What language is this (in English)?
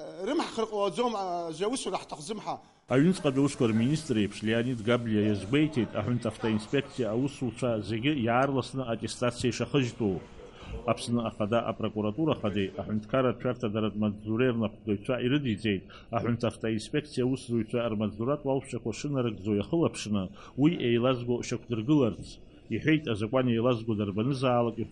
Abkhazian